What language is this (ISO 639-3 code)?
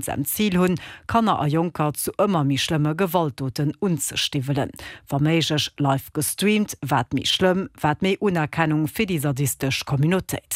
ltz